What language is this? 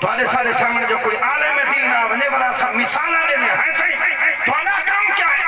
Saraiki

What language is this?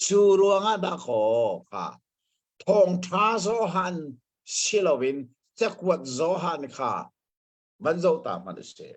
Hakha Chin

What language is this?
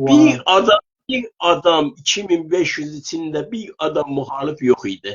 South Azerbaijani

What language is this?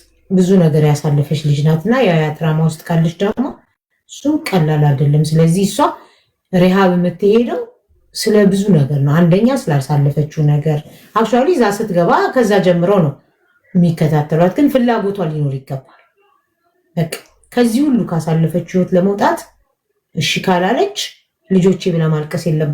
Amharic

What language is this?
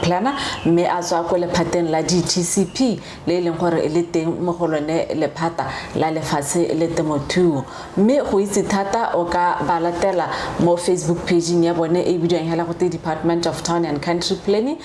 Tswana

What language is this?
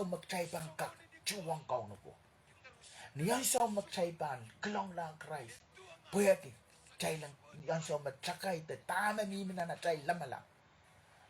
Pohnpeian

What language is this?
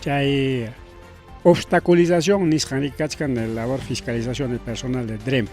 Ayacucho Quechua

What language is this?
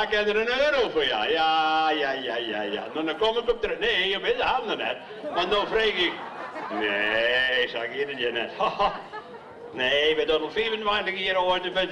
Western Frisian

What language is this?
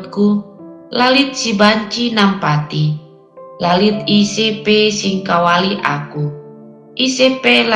Batak Karo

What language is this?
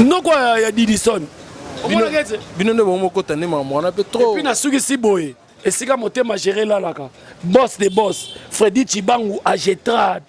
Lingala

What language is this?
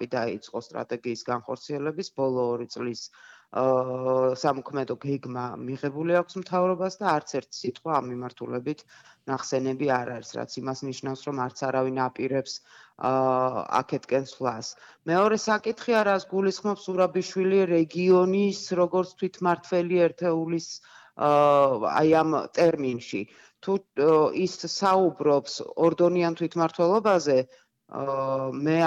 Georgian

